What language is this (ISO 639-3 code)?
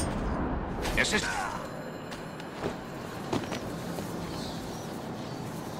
deu